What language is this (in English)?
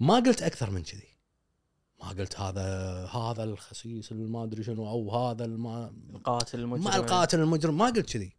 Gulf Arabic